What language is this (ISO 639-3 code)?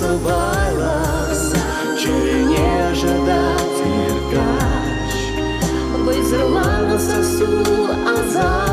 chv